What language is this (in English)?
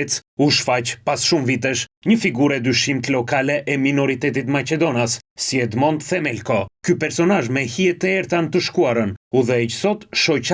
Albanian